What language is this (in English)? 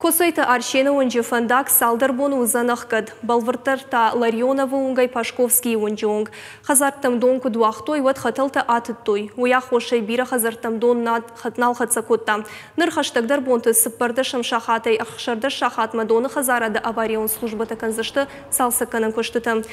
Ossetic